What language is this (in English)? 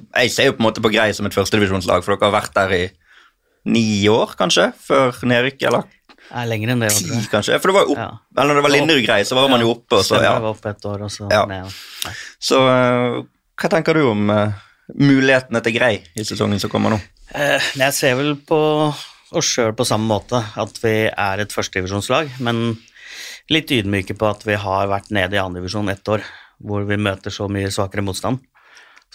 Norwegian